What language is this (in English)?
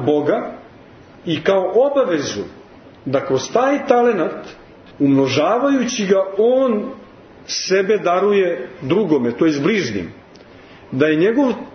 Serbian